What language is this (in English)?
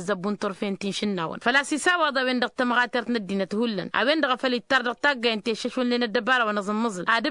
Tamasheq